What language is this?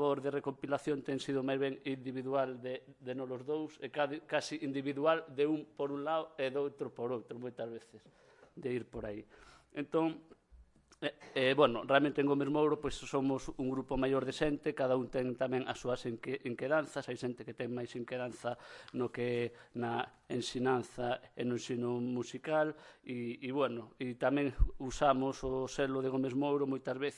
Galician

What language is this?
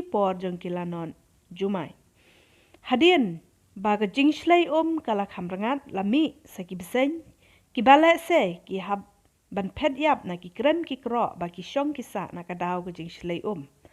Khasi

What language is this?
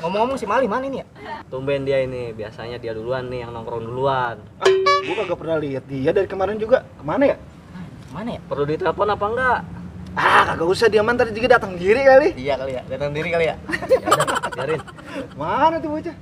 Betawi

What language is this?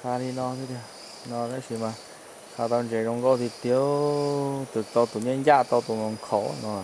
Hmong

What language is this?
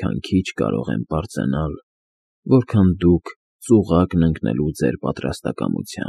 Armenian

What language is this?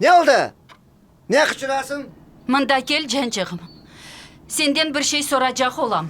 Crimean Tatar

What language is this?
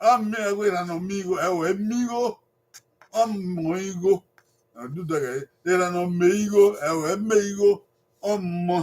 Bini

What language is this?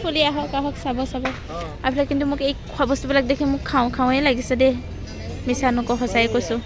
Assamese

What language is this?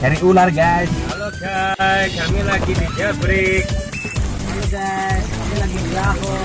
Banjar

